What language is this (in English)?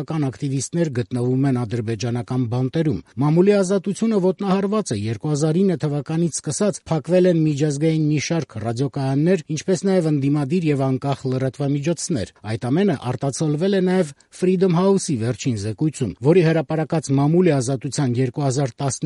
Armenian